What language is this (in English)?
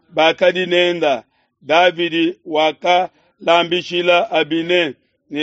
Luba-Lulua